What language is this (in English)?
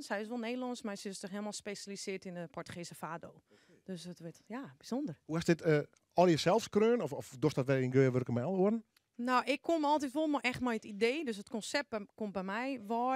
Western Frisian